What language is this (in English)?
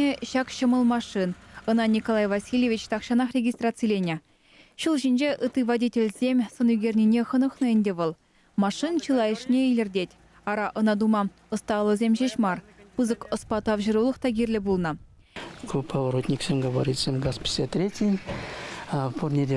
Chuvash